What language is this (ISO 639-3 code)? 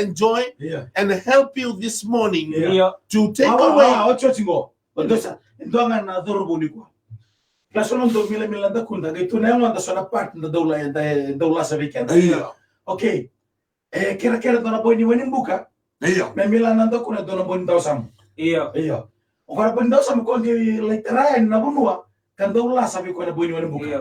fij